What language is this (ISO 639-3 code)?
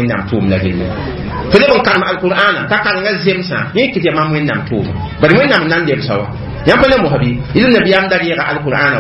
mos